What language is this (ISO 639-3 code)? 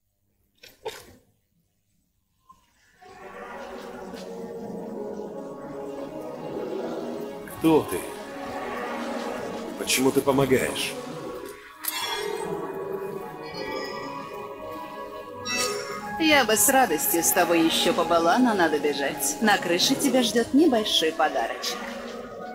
rus